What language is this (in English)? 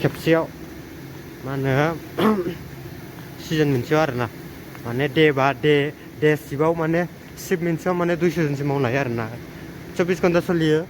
Bodo